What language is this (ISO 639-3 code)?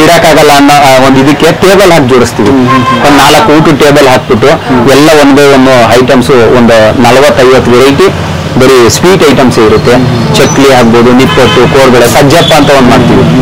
kan